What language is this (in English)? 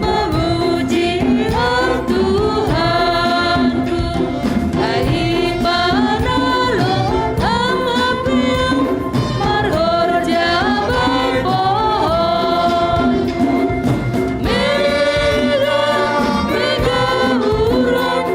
Batak Simalungun